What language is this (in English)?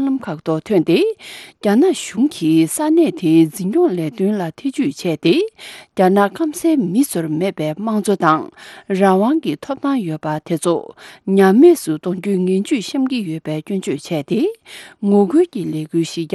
Tibetan